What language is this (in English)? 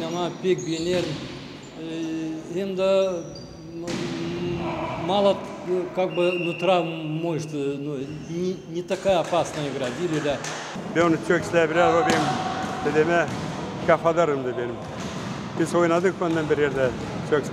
Gagauz